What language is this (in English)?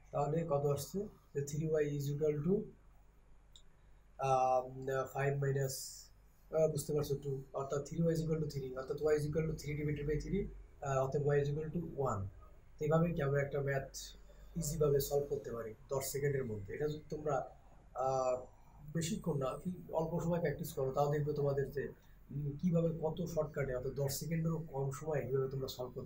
Bangla